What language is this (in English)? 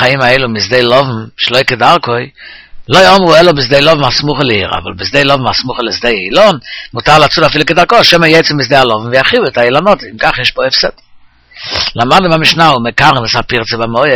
Hebrew